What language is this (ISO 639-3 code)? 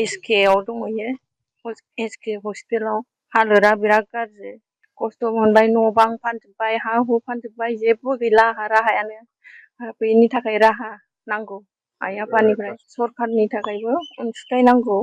brx